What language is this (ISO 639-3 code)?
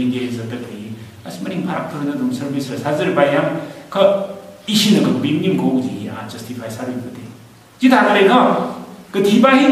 nmf